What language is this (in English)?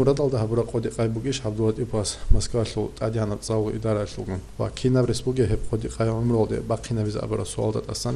Avaric